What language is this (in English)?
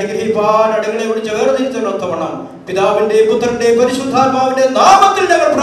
Malayalam